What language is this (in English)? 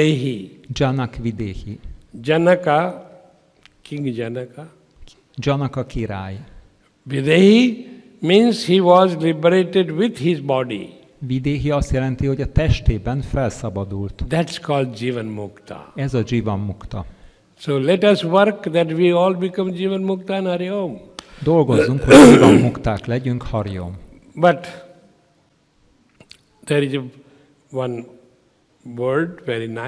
Hungarian